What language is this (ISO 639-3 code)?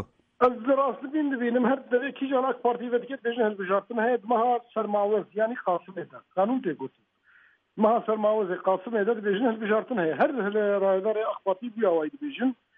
kur